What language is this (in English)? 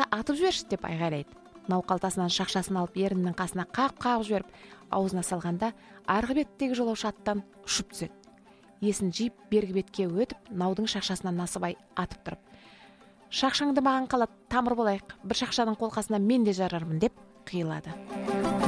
Kazakh